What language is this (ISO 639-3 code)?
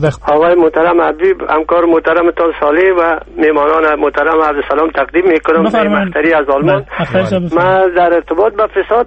fas